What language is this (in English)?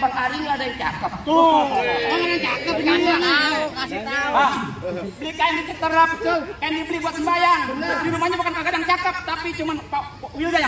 Betawi